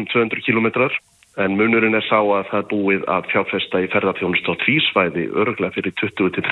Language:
Icelandic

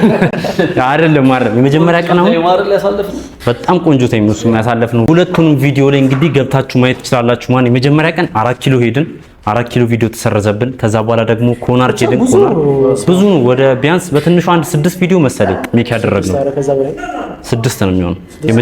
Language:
Amharic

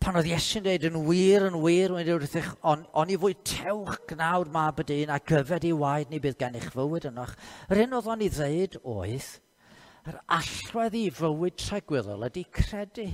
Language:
Welsh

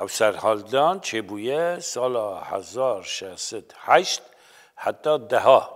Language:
Kurdish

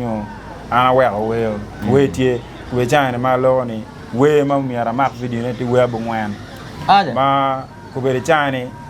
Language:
Acoli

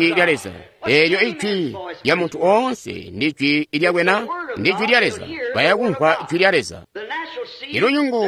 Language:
Tonga (Zambia)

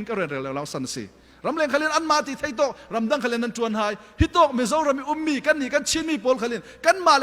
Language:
Falam Chin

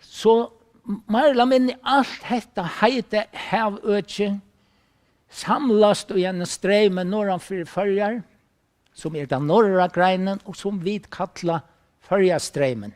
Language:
Faroese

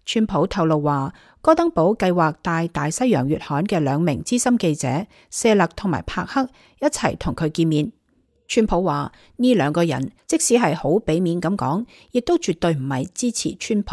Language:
Cantonese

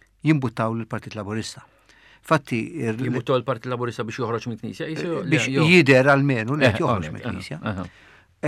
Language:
Maltese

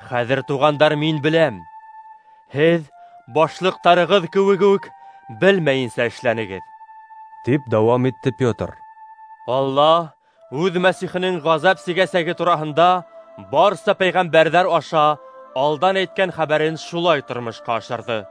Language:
Bashkir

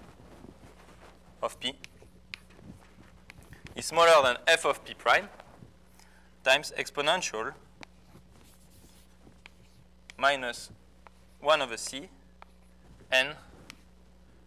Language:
English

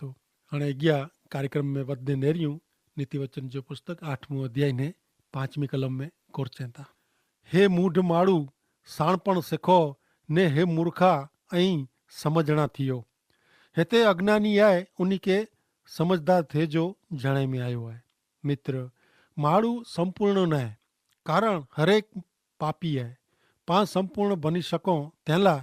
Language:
Kachhi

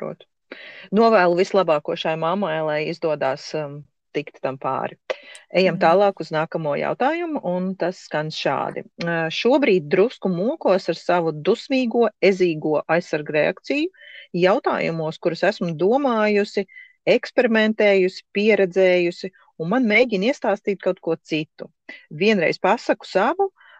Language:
Latvian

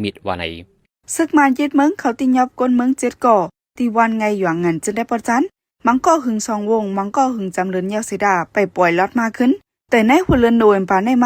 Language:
Shan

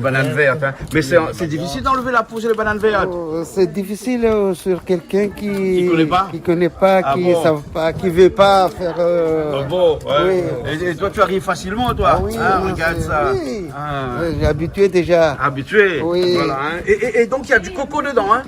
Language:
Réunion Creole French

